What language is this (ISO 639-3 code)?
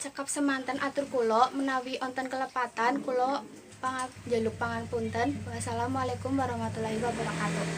jav